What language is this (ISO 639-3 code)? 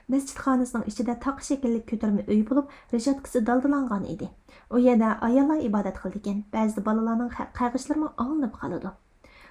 uig